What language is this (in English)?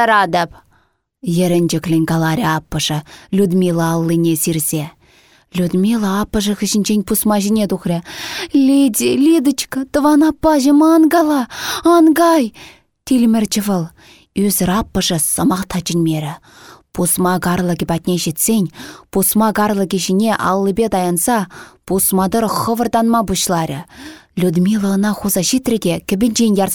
Chuvash